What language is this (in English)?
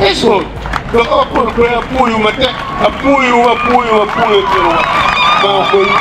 Acoli